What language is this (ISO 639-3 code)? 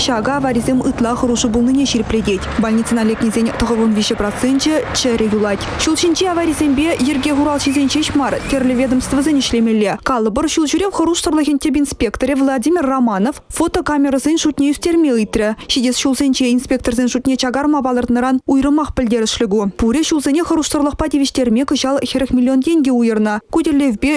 chv